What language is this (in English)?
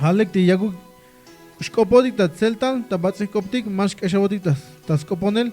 Tzeltal